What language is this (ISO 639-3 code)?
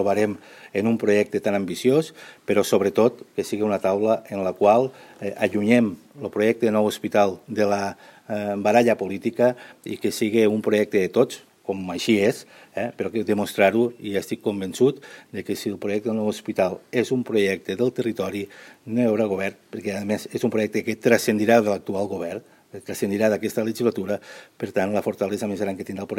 cat